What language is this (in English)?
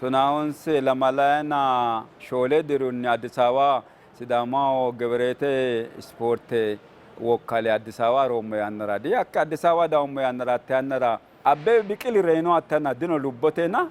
Sidamo